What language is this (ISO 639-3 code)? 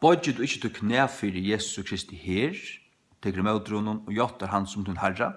fao